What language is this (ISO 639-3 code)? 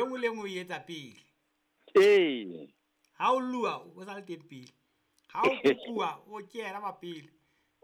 sot